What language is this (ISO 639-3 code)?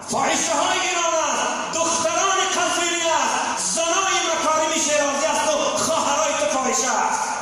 fas